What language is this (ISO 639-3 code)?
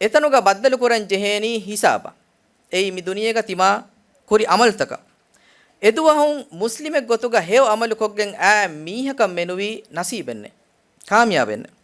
div